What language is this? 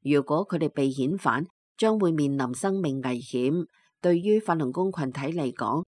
Cantonese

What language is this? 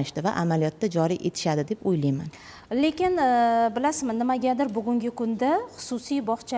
Uzbek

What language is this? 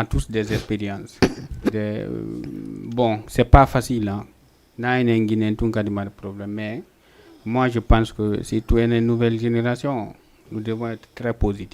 Fula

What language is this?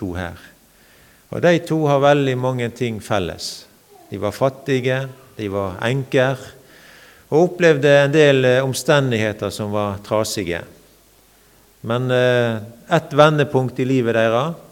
Norwegian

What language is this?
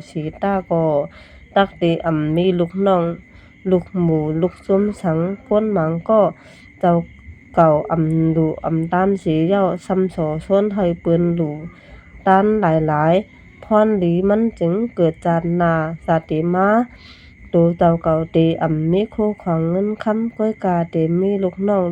Shan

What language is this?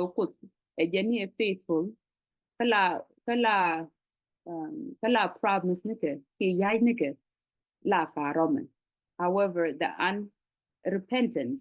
Nuer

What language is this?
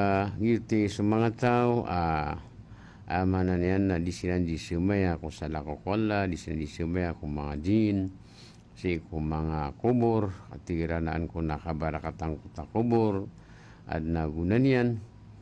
Maranao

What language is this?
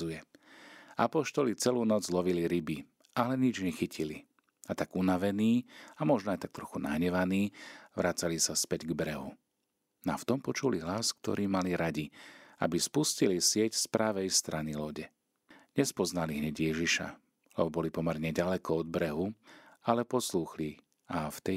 Slovak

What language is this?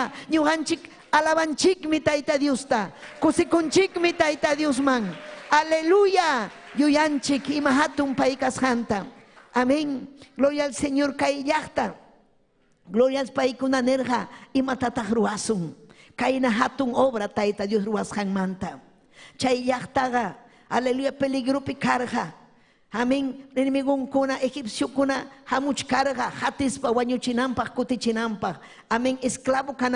Ayacucho Quechua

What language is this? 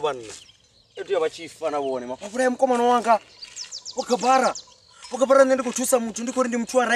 Venda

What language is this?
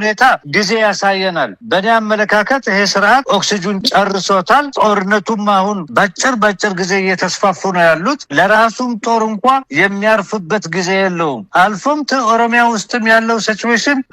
Amharic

